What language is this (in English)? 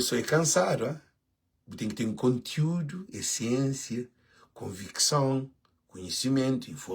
Kabuverdianu